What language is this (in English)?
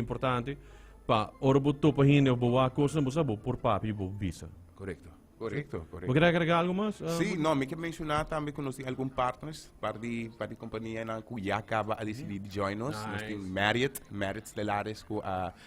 Papiamento